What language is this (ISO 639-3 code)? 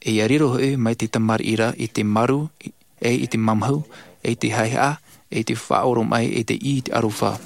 tah